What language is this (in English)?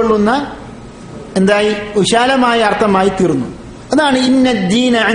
Malayalam